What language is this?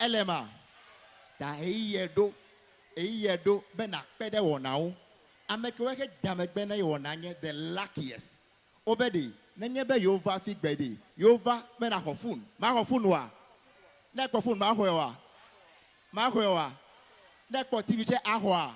Ewe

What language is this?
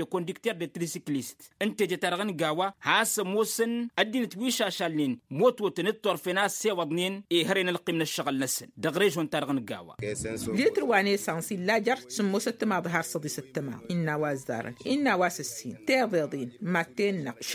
Tamasheq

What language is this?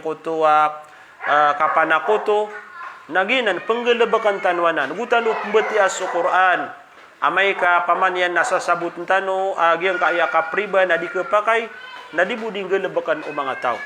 Maranao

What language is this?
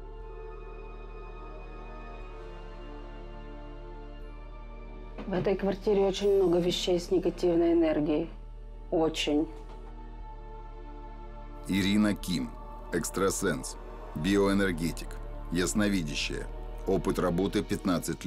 Russian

